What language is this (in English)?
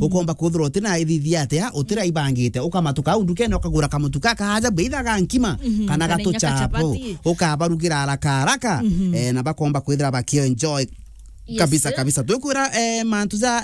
Meru